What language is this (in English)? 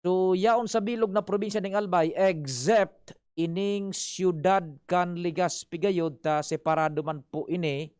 Bikol